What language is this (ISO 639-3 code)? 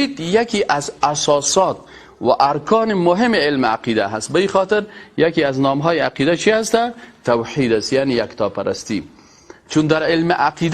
fas